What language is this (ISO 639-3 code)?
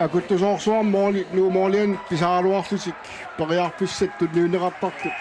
kal